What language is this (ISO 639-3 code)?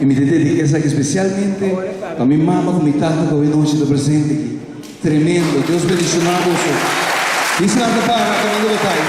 pap